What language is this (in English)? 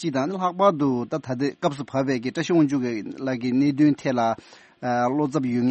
Tibetan